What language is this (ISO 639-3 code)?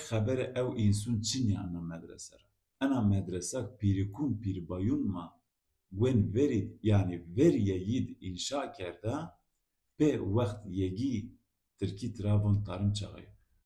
zza